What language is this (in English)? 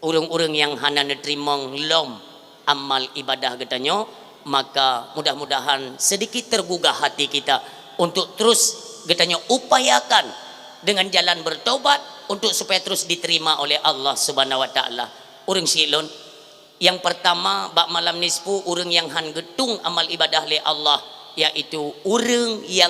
Achinese